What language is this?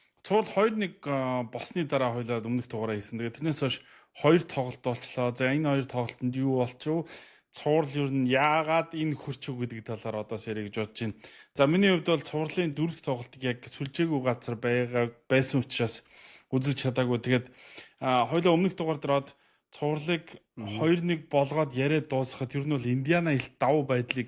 Mongolian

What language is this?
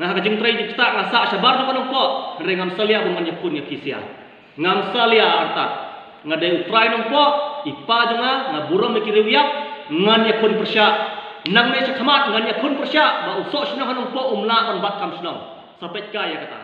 Khasi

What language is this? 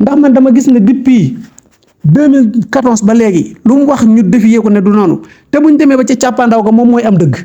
Wolof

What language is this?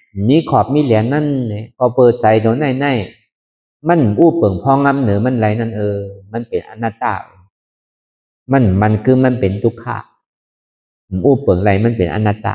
Shan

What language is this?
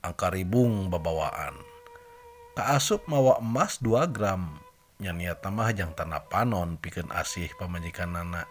Sundanese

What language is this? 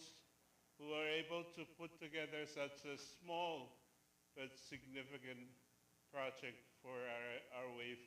Pohnpeian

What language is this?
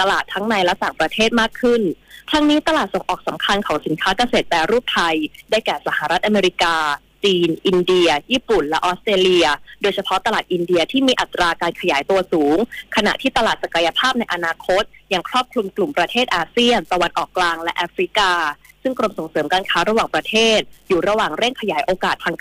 Thai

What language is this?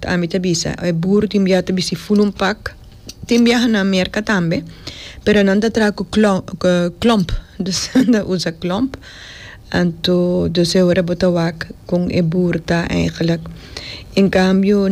Papiamento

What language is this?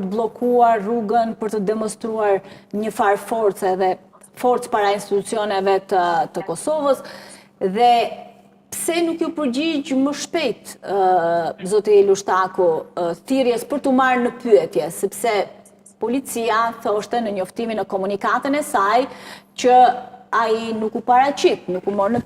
Albanian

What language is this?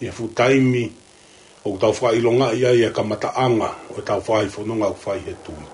Tongan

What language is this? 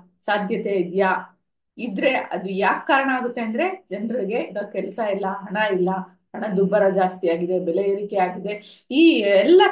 Kannada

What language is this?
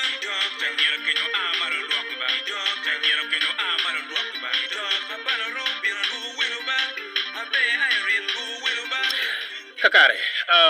Acoli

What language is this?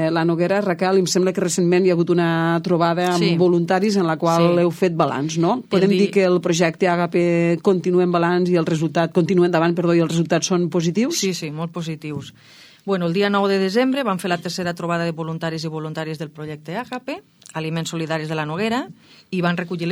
Catalan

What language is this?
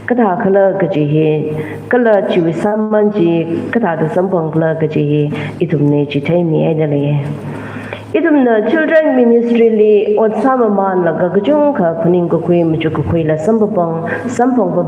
Tangkhul Naga (India)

